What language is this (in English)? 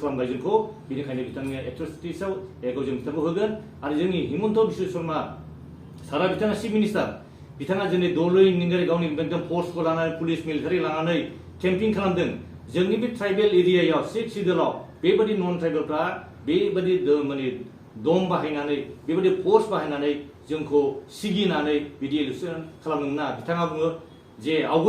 Bodo